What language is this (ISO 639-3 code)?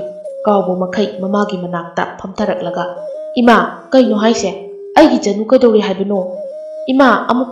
mni